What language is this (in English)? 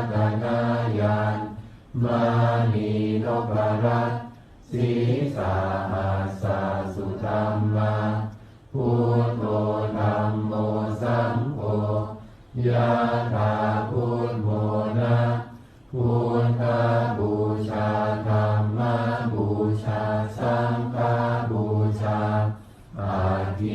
Pali